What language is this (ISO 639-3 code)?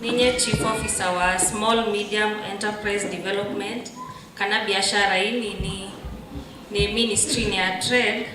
kam